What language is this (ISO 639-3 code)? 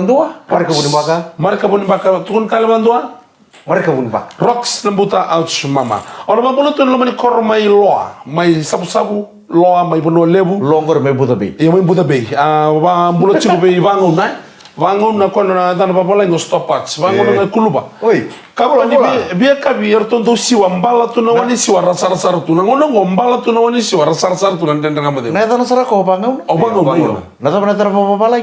fij